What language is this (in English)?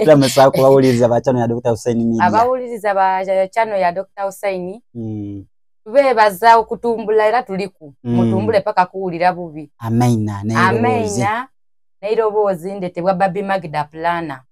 Soga